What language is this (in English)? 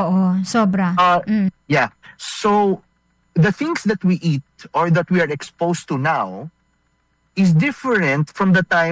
Filipino